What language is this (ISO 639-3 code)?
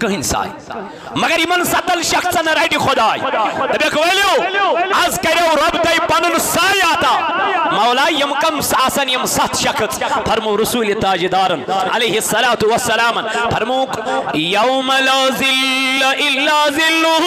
kas